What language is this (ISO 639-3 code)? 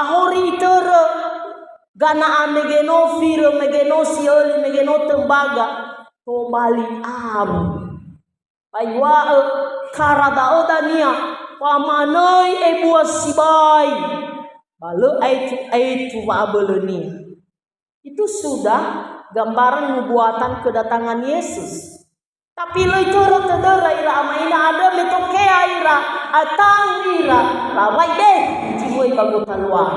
nia